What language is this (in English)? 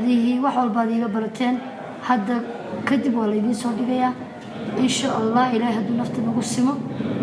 Somali